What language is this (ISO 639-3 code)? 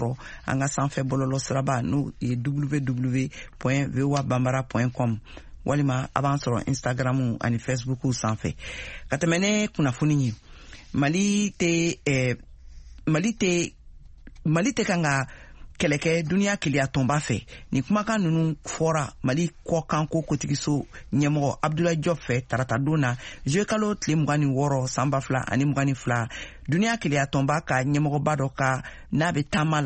bam